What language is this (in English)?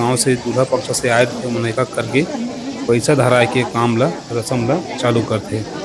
Chhattisgarhi